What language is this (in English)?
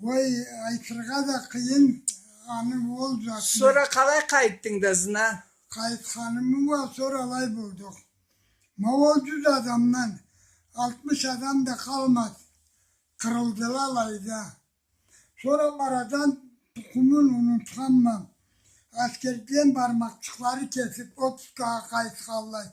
Karachay-Balkar